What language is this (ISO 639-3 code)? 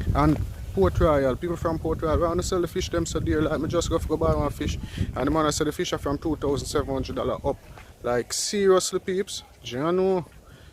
jam